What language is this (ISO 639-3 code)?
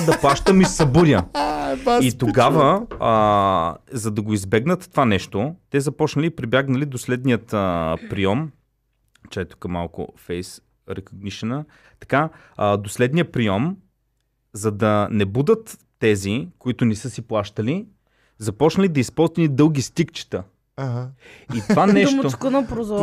bul